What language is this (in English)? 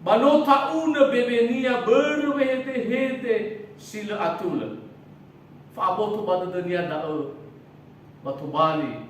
Nias